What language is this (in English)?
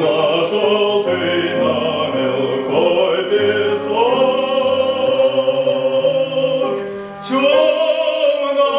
Chuvash